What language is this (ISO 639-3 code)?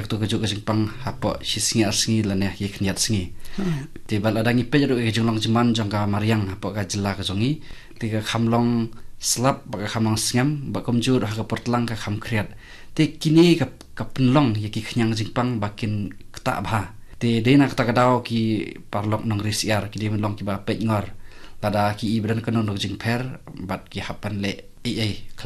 kha